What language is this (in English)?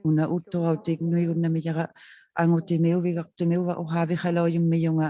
Inuktitut